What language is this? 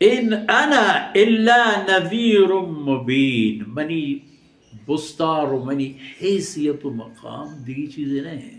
Baluchi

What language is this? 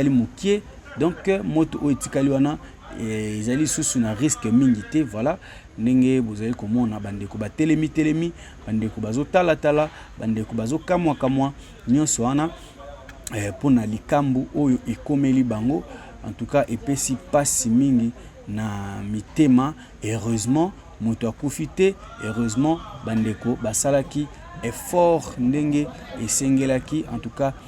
Lingala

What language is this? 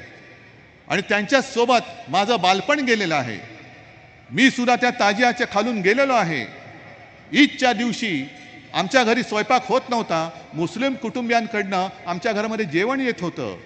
Marathi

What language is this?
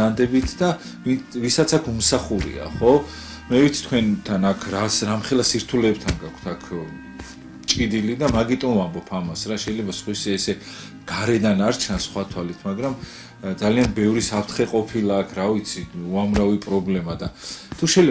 Georgian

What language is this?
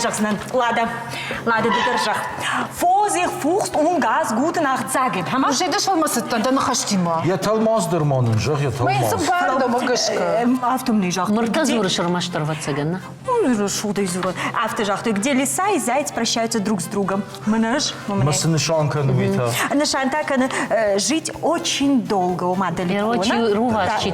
Ossetic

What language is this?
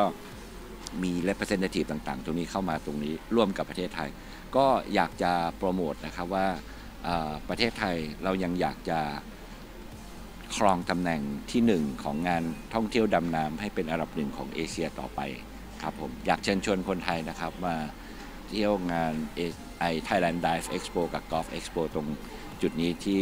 Thai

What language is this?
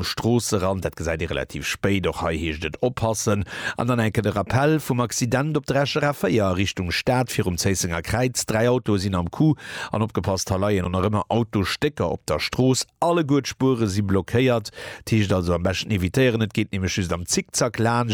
Luxembourgish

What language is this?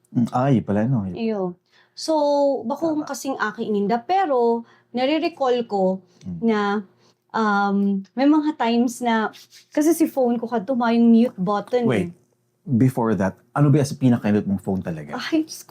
Bikol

